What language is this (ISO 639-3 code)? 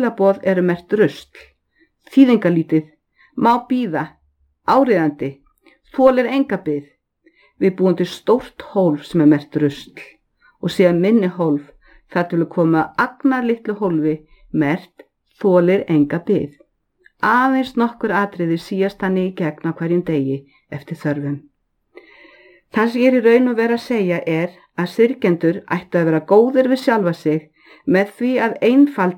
isl